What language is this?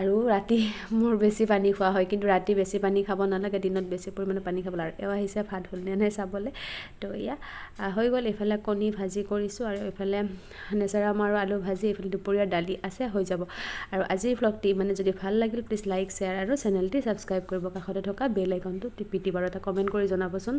Assamese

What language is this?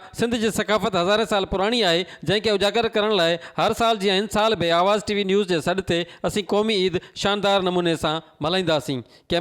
Sindhi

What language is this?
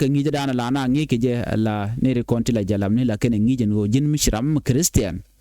Nuer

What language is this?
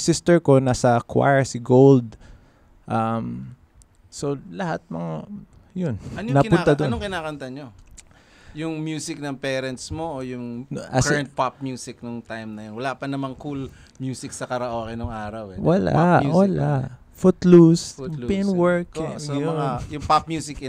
Filipino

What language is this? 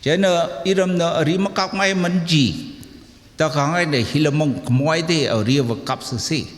Tangkhul Naga (India)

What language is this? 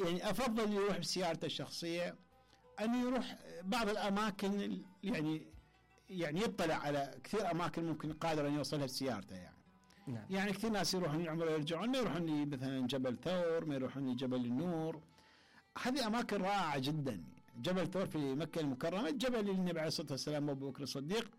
Mesopotamian Arabic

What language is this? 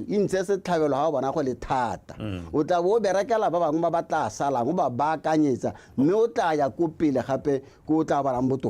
Tswana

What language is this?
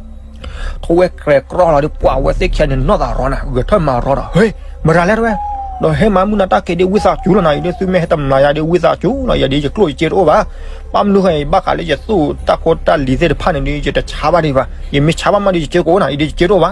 S'gaw Karen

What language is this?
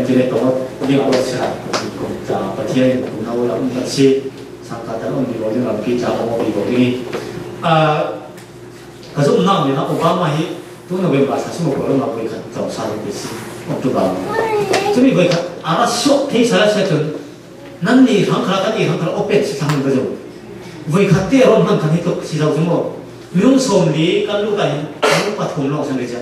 Falam Chin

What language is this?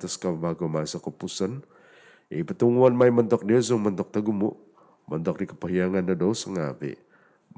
Central Dusun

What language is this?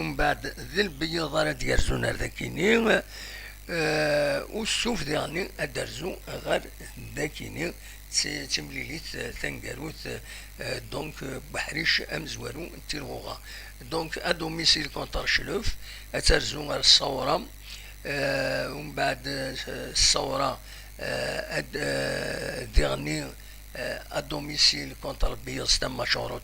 Kabyle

